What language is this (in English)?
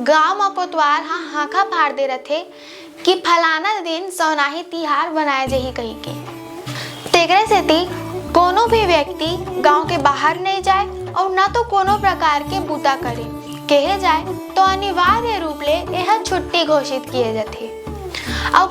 Chhattisgarhi